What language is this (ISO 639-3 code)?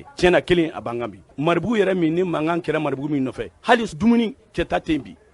bam